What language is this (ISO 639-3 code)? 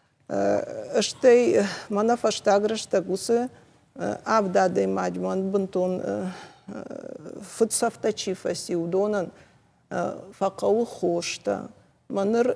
oss